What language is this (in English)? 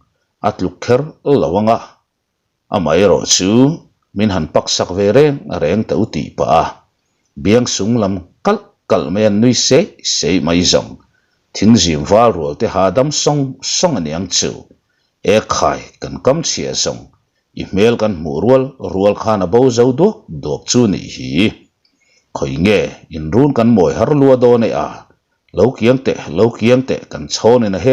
Mizo